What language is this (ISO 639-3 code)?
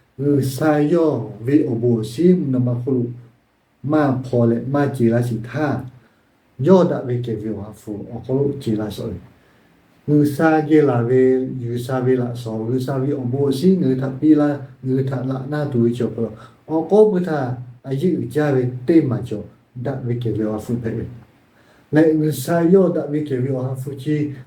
lhu